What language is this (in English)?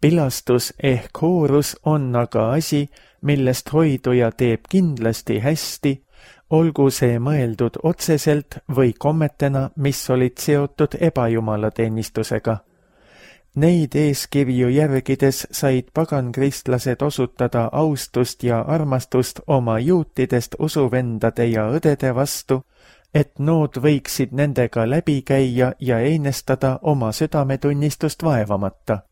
Estonian